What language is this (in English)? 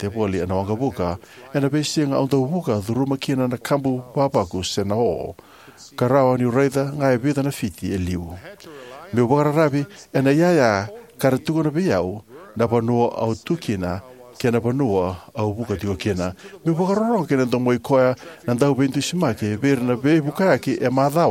Fijian